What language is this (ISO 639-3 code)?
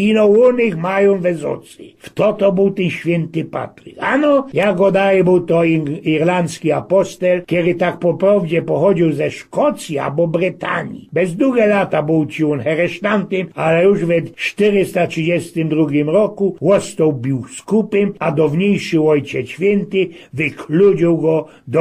szl